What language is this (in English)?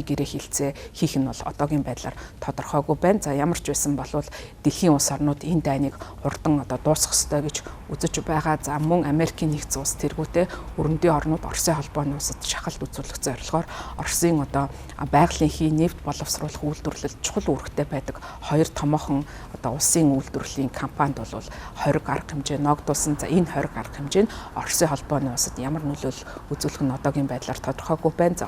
Mongolian